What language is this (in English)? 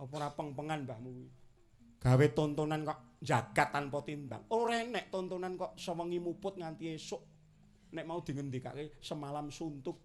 Javanese